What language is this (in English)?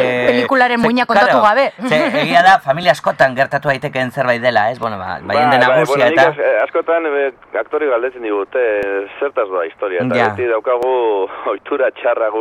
Basque